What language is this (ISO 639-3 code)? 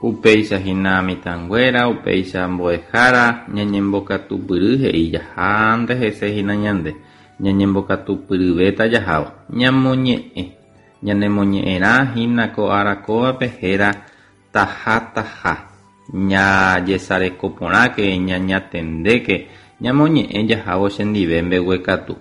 grn